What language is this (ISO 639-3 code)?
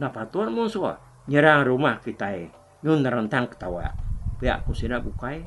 iba